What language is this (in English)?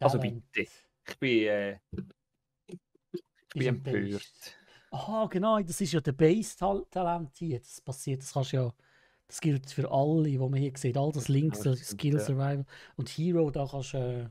Swiss German